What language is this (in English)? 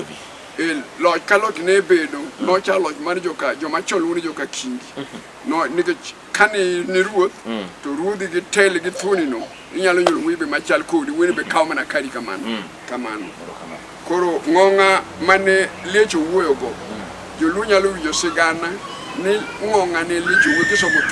Luo (Kenya and Tanzania)